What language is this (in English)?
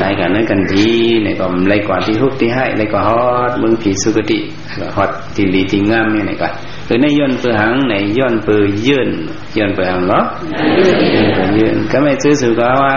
Shan